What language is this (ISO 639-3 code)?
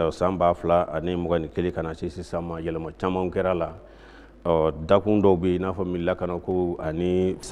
bam